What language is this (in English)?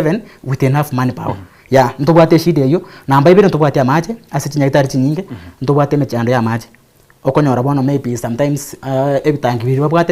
Gusii